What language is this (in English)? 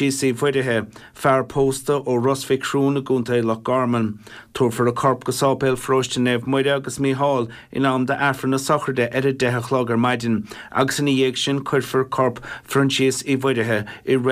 Irish